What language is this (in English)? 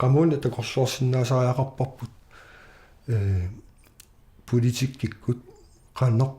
Kalaallisut